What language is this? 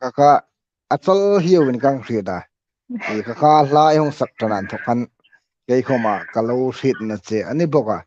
Hmar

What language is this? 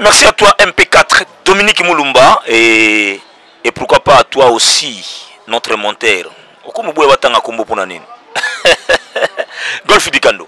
Lingala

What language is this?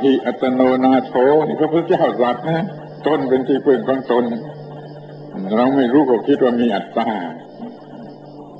Thai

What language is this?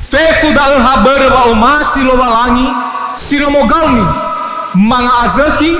Nias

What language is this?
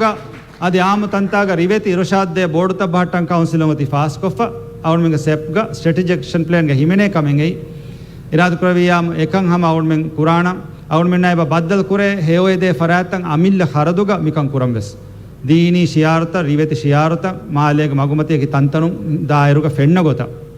Divehi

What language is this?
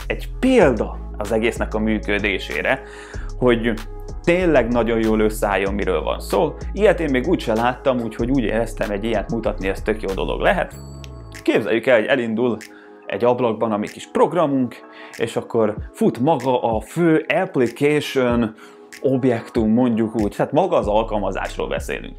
Hungarian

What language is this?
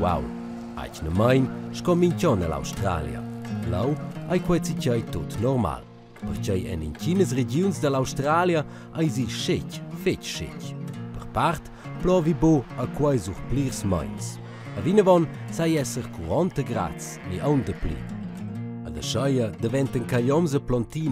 Romansh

